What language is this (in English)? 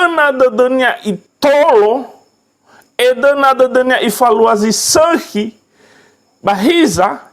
Nias